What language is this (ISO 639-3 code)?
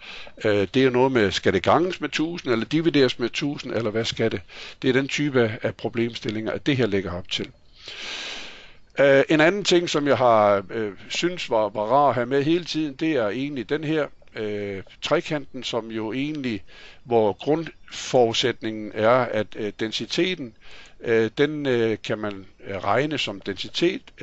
dan